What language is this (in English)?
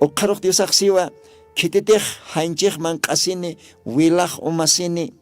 Aymara